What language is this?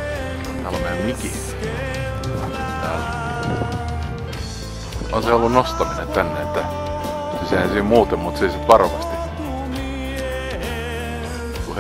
Finnish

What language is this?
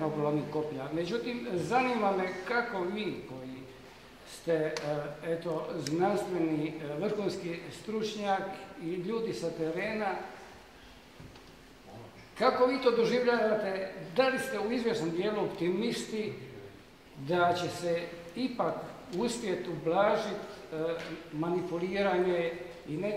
Croatian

